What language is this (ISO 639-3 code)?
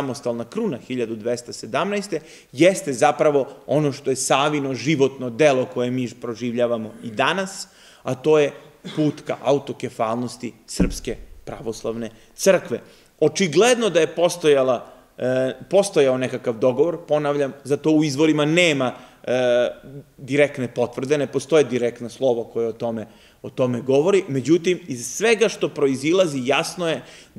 srp